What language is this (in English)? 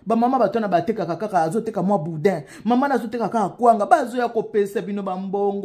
Lingala